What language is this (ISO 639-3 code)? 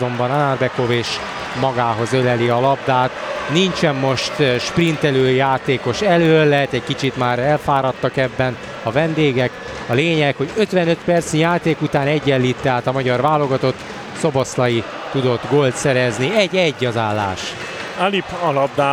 hun